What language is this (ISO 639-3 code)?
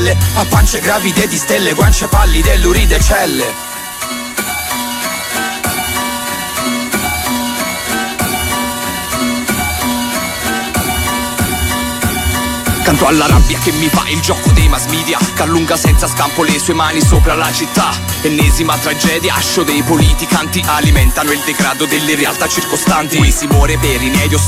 ita